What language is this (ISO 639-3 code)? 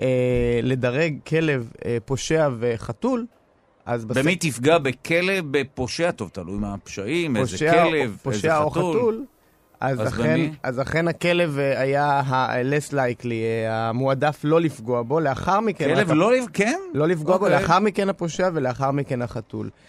heb